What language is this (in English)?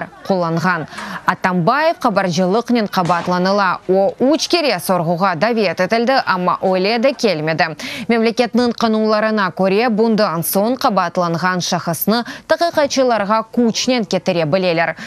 Crimean Tatar